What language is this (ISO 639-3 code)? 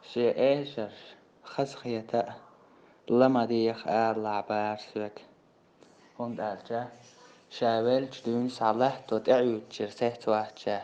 che